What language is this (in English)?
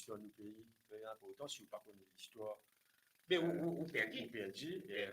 Morisyen